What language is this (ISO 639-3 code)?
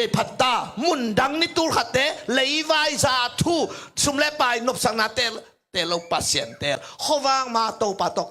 ctd